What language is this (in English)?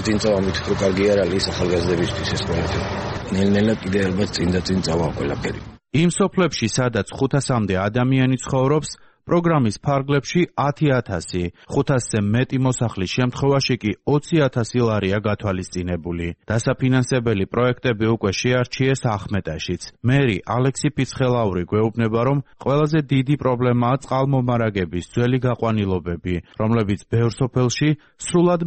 Georgian